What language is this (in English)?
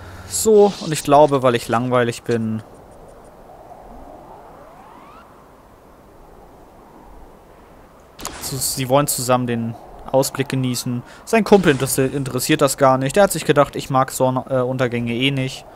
German